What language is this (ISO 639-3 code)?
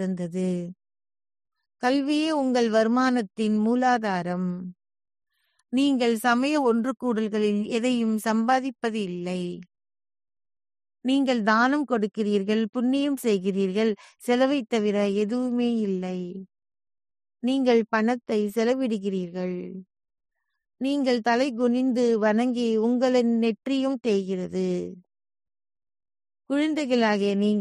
tam